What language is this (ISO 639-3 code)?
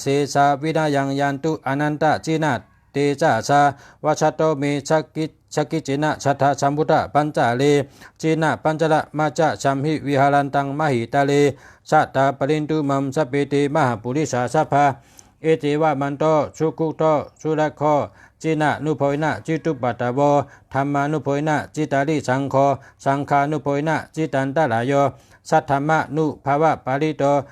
shn